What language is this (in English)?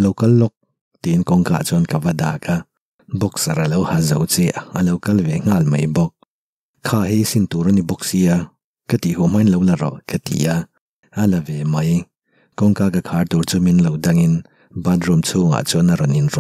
Mizo